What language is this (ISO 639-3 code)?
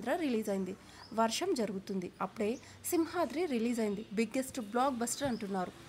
tel